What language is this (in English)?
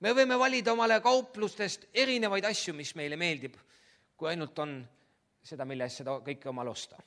Estonian